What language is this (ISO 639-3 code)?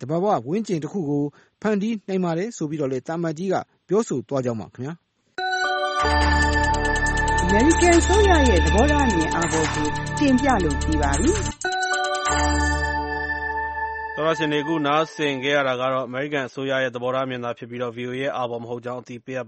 mya